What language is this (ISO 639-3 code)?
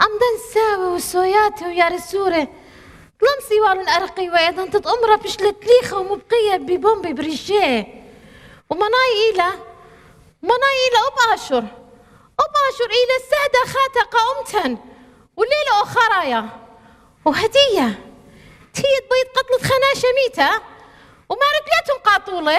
aii